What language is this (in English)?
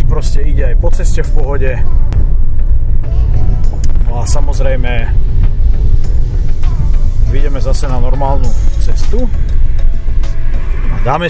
Slovak